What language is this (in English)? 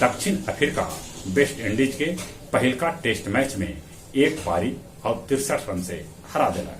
Magahi